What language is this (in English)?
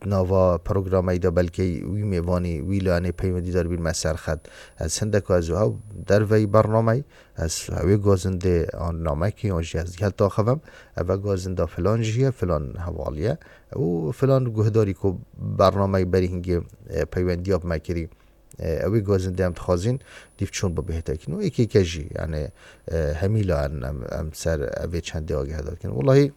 Kurdish